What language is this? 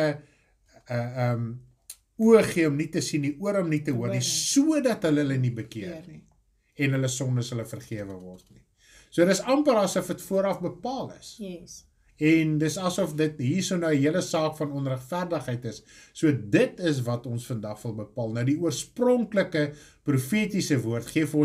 Afrikaans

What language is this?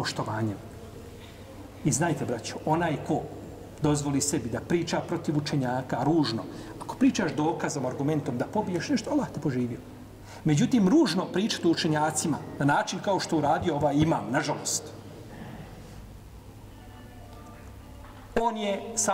Bosnian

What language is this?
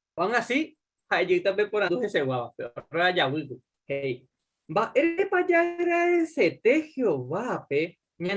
Guarani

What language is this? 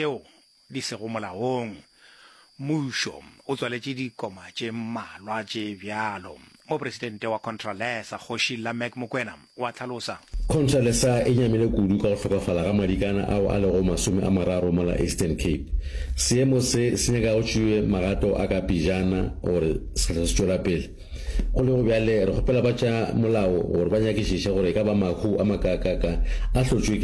Northern Sotho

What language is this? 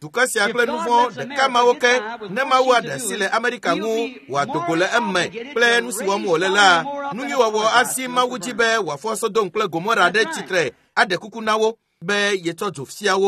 Ewe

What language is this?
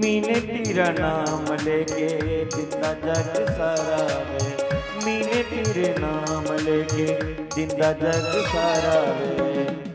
Dogri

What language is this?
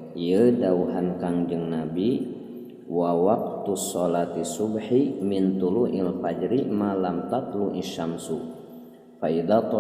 Sundanese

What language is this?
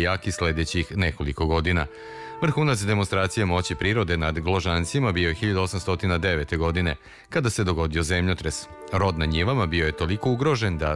Serbian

